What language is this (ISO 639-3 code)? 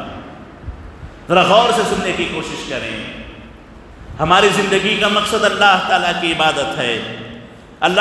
urd